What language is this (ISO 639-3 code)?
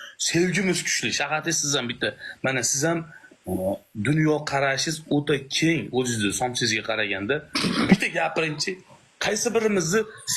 uzb